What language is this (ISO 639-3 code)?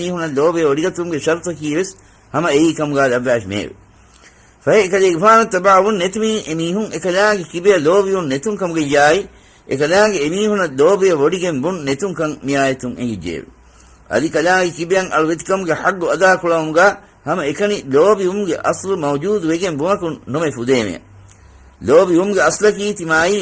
div